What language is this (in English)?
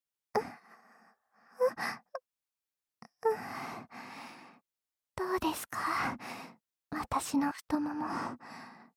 Japanese